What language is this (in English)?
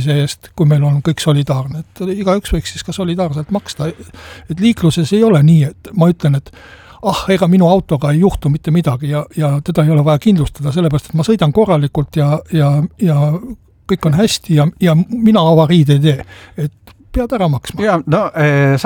Estonian